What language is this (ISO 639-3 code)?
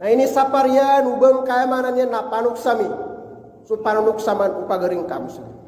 mrw